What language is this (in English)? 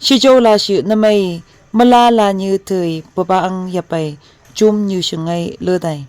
Phom Naga